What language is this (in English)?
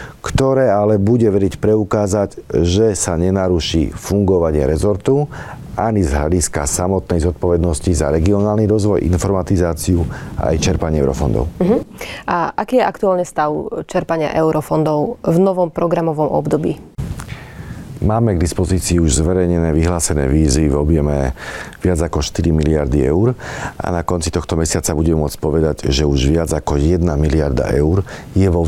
Slovak